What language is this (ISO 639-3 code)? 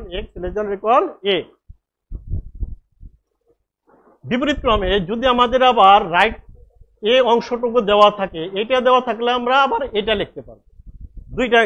ben